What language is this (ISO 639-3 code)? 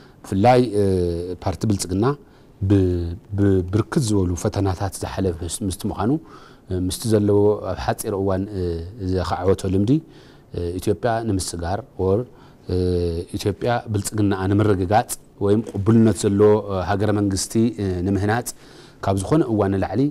tir